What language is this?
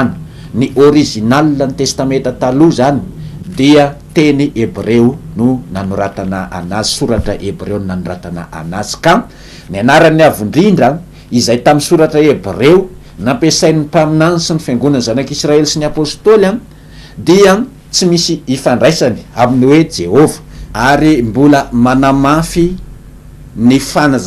Malagasy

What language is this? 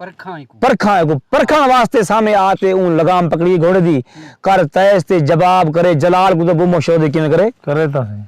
Saraiki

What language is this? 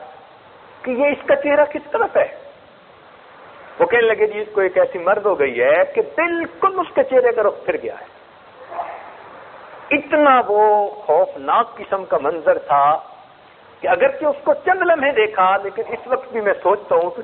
Urdu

